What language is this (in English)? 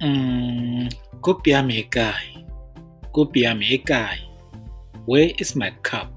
Tswana